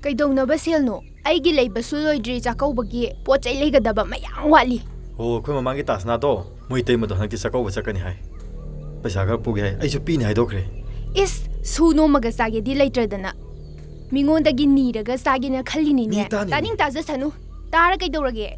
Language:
Manipuri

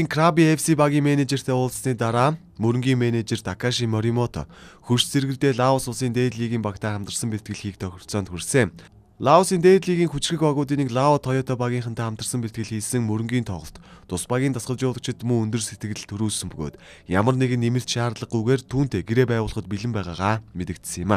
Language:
Mongolian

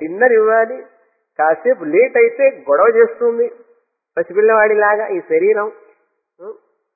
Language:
Telugu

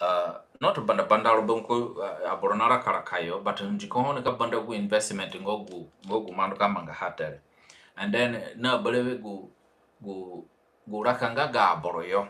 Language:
Zande (individual language)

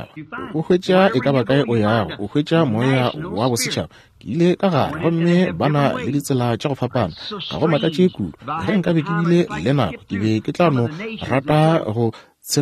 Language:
Northern Sotho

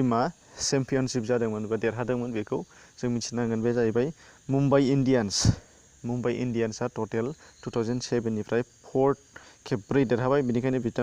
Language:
Bodo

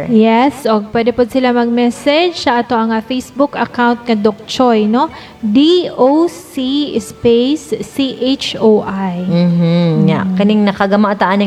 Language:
Cebuano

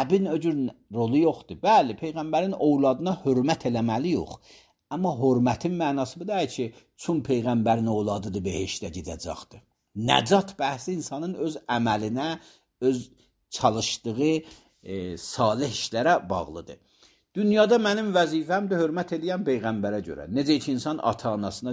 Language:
Azerbaijani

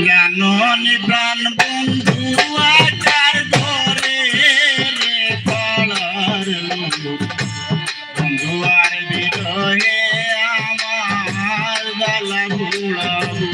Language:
Sylheti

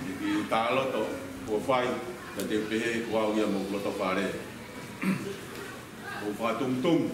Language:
Tongan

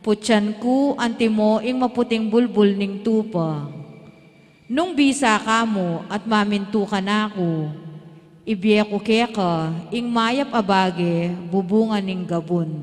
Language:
Pampanga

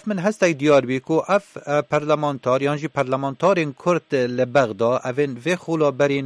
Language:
Kurdish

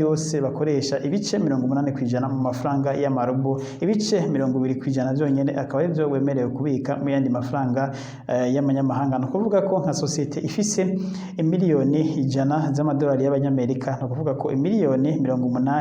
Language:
Rundi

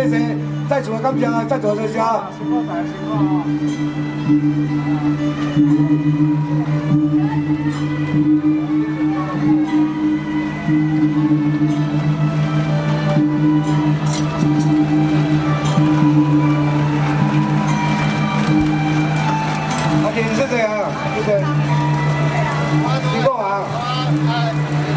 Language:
Min Nan Chinese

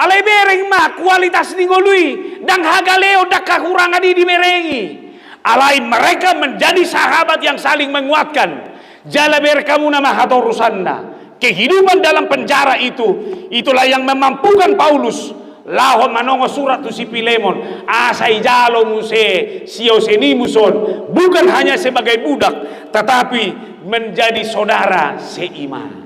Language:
Batak Toba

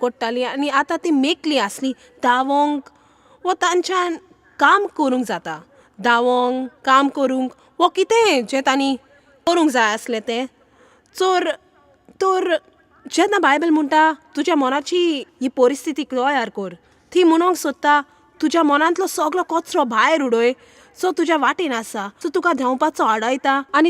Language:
Konkani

